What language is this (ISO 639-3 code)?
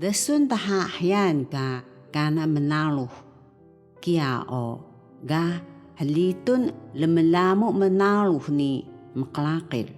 trv